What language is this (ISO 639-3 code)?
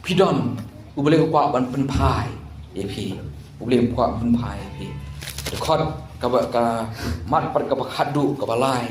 kha